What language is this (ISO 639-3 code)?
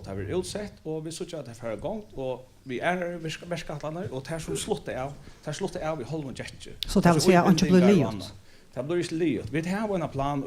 fao